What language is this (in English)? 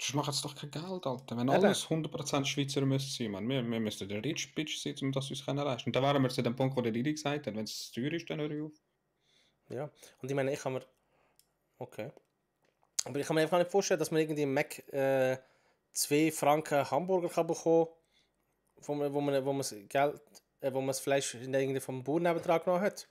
Swiss German